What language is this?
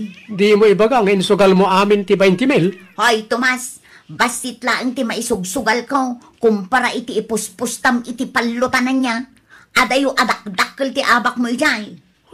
Iloko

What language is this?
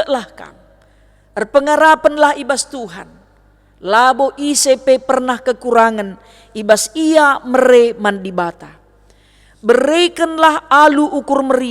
Batak Karo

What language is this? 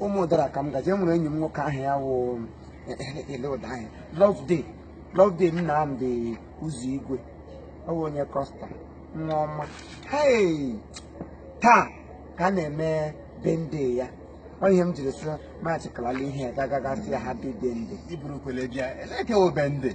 Igbo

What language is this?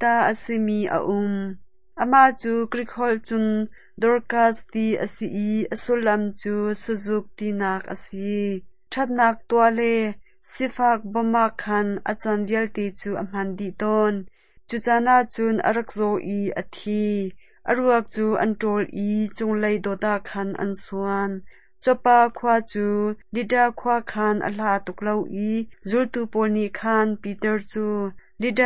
Hakha Chin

